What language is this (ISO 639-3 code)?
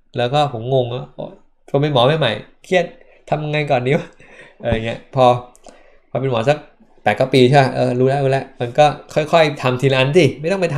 tha